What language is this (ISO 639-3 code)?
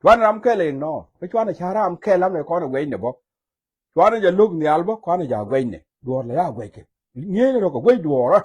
nus